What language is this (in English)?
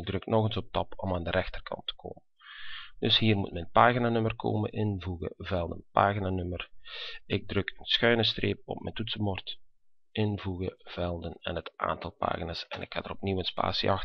Dutch